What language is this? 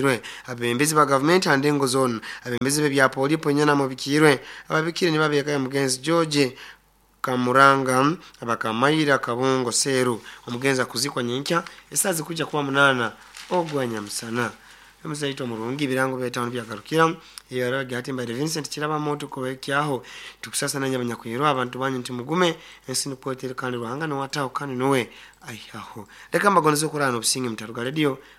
Nyankole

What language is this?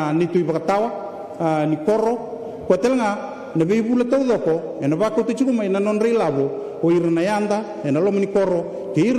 Fijian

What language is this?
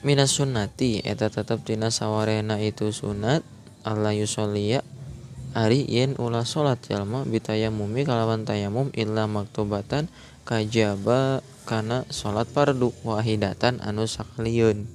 Sundanese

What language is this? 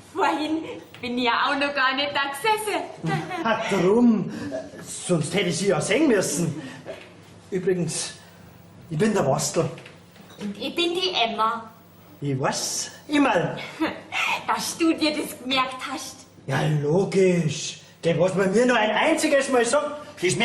Bavarian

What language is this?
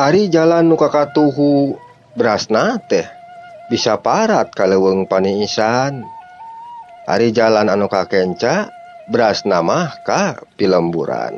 Sundanese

